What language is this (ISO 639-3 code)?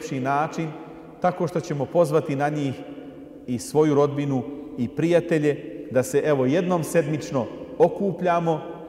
bos